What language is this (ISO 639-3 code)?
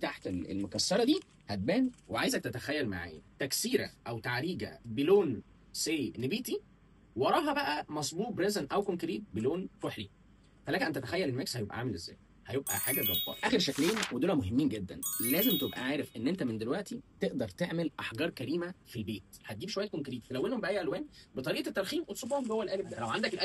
arz